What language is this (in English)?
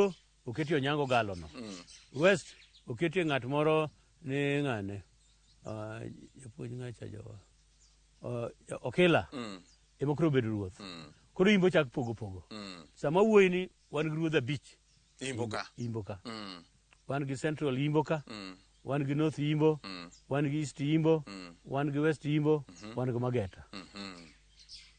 Luo (Kenya and Tanzania)